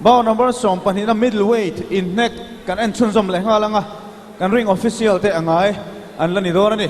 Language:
Mizo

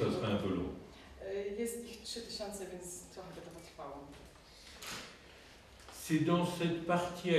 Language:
Polish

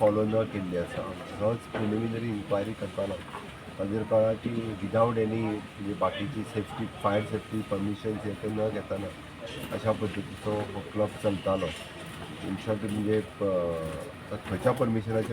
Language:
Konkani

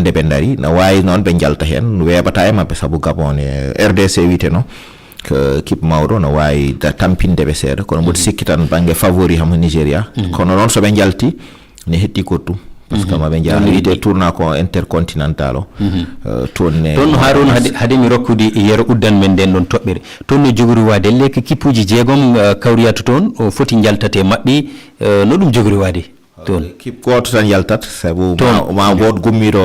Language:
Fula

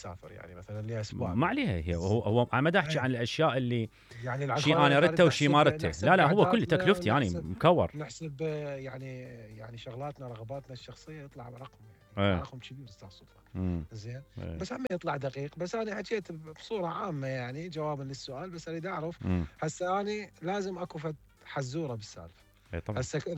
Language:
Mesopotamian Arabic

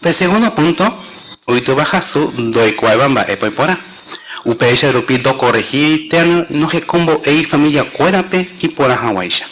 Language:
Guarani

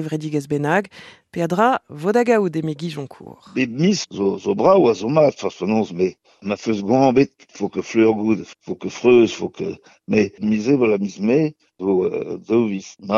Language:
Breton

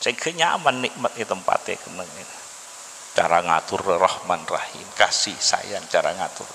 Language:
Madurese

